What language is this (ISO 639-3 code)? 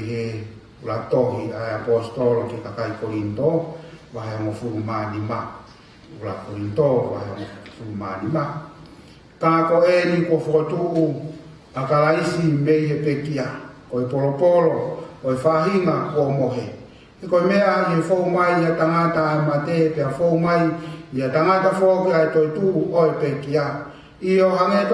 ton